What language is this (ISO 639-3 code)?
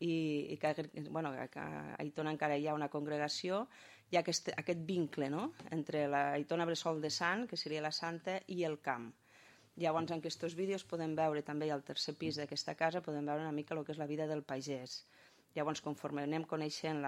cat